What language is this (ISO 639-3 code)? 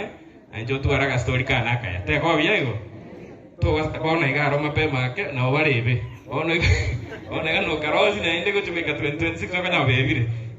guz